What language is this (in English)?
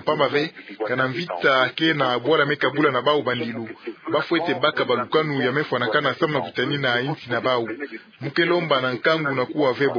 Kituba (Democratic Republic of Congo)